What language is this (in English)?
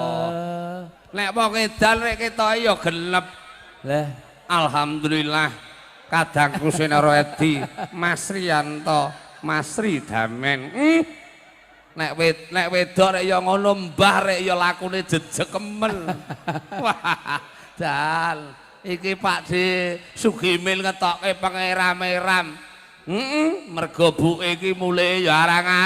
Javanese